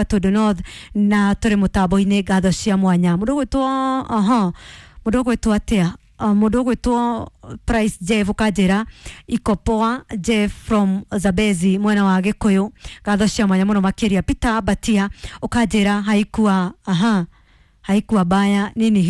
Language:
Kikuyu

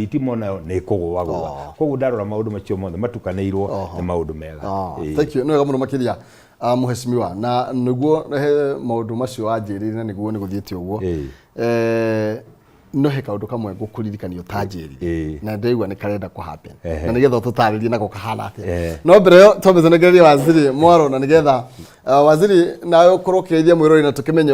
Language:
Kikuyu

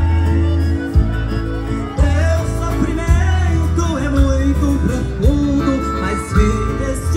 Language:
Portuguese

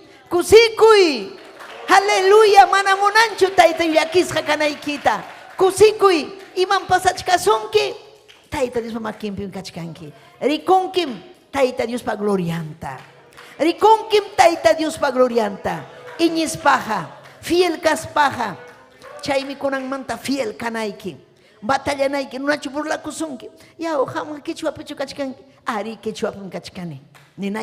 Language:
Ayacucho Quechua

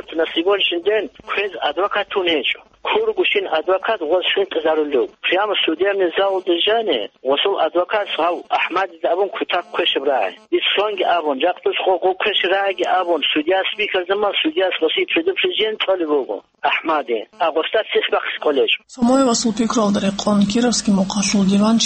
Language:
Avaric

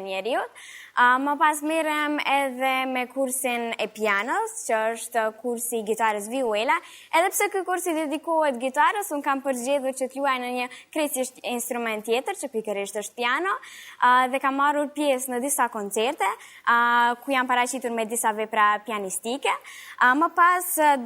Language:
Albanian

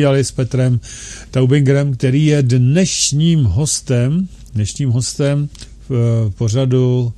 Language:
Czech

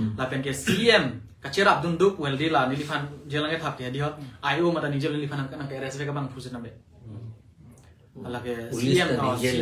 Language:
Karbi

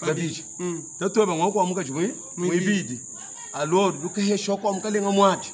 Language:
Luba-Lulua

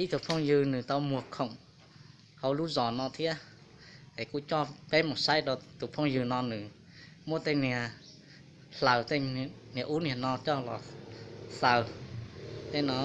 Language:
Hmong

